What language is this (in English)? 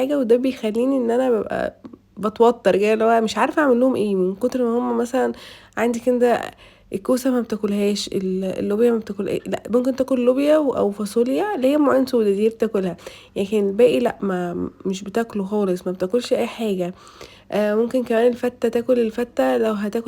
Egyptian Arabic